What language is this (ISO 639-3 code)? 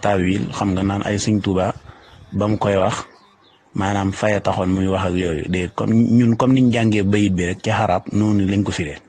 wol